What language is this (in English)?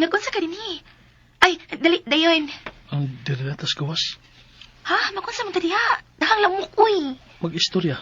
Cebuano